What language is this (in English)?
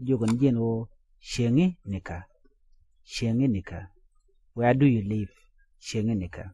Nuer